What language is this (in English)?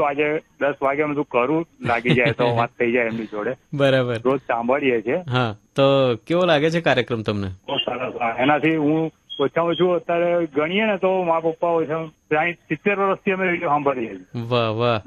Gujarati